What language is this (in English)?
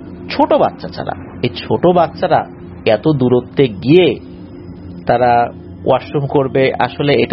Bangla